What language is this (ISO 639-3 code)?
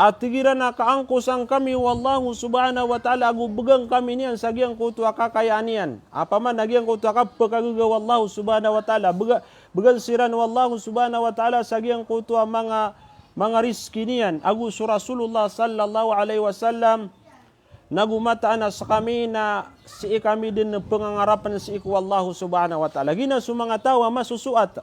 mrw